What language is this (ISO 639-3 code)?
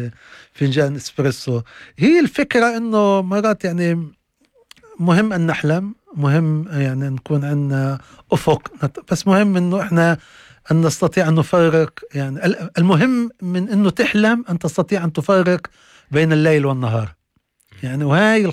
apc